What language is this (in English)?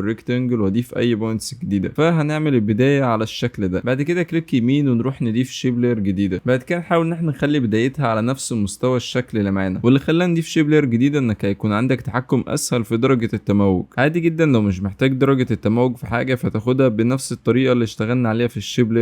Egyptian Arabic